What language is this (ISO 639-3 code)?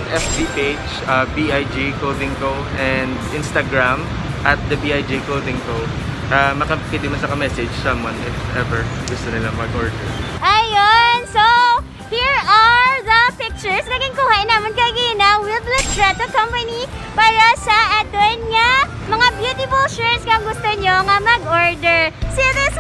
hil